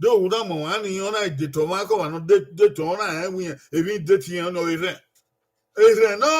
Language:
Bini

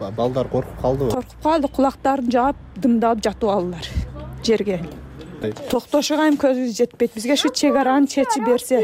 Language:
Kyrgyz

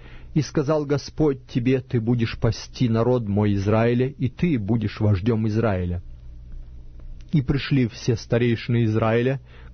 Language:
Russian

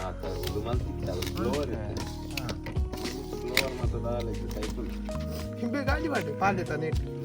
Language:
Tulu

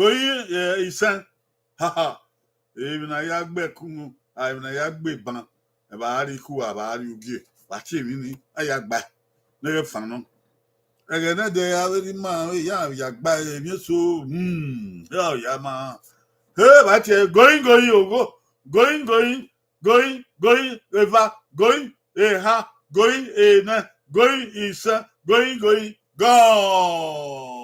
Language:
Bini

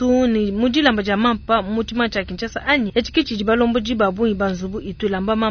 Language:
Luba-Lulua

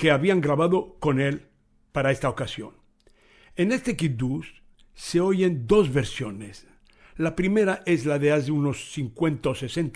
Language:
Ladino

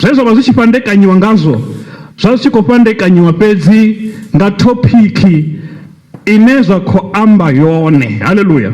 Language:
Venda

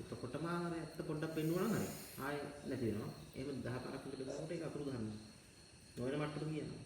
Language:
Sinhala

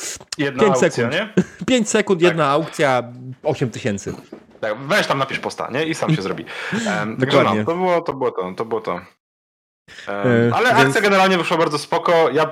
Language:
Polish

